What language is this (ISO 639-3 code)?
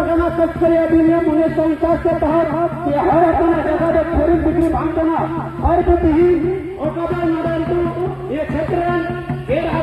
sat